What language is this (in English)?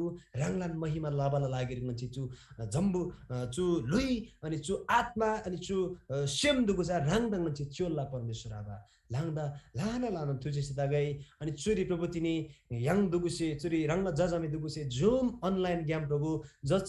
Eastern Tamang